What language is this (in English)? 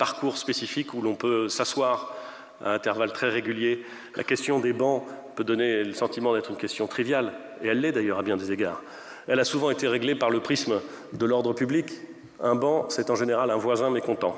French